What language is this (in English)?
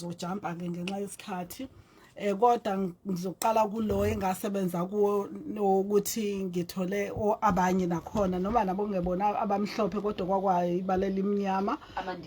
Zulu